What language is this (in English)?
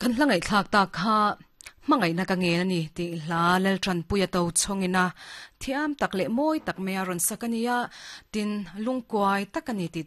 Mizo